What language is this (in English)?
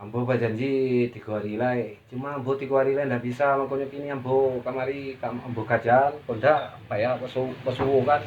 Minangkabau